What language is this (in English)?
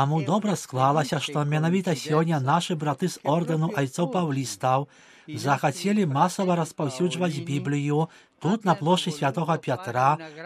Belarusian